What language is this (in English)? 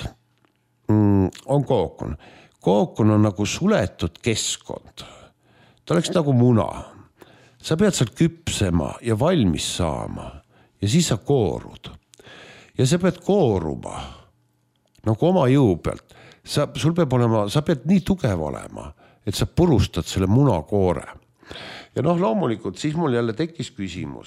Estonian